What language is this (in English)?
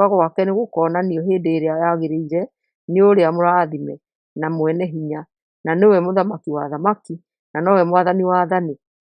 Kikuyu